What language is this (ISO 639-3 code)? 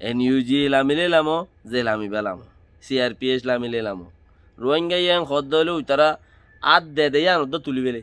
rhg